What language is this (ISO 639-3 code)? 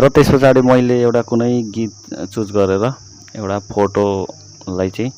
nep